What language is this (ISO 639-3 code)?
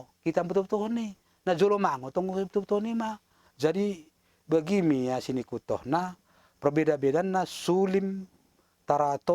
btd